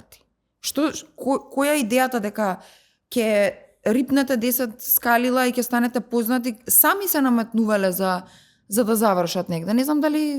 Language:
Macedonian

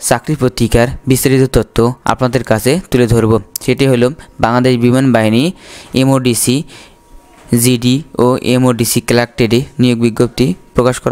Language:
Bangla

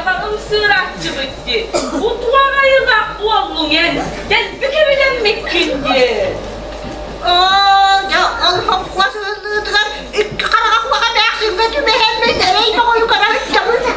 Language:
Yakut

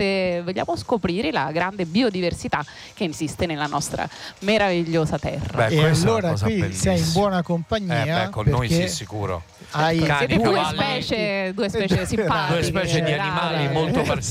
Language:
Italian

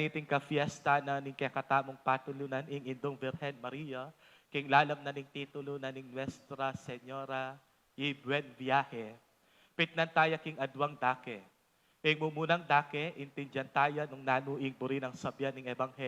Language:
Pampanga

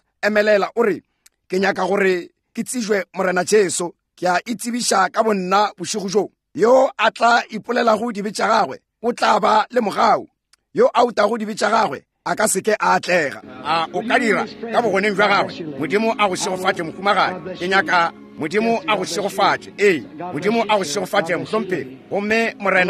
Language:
Northern Sotho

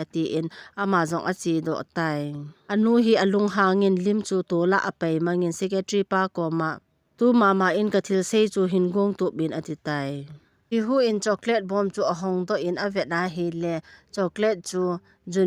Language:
Thado Chin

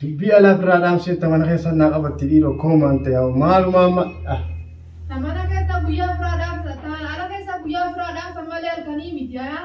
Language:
Oromo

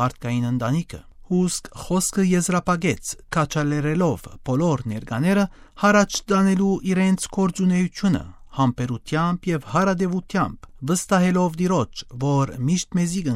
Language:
Western Armenian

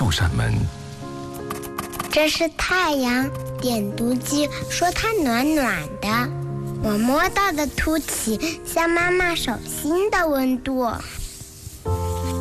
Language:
Chinese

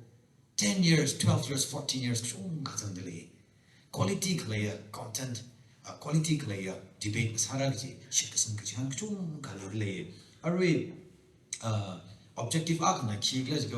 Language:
Tangkhul Naga (India)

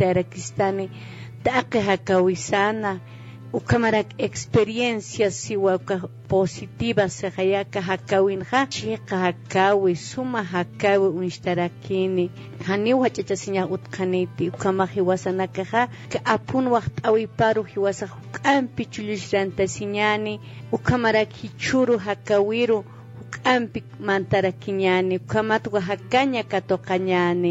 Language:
Aymara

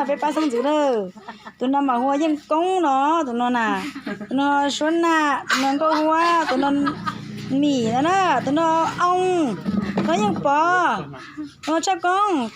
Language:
Hmong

